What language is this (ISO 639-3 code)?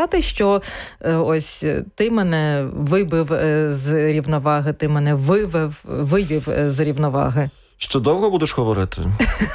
ukr